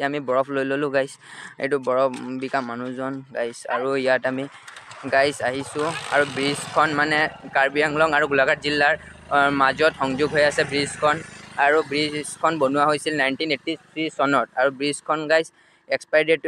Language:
Assamese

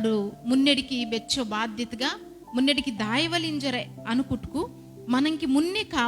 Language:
Koya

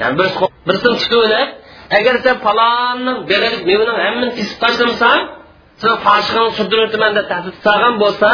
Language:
Uyghur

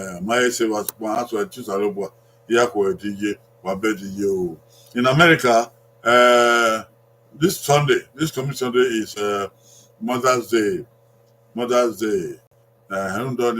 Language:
Bini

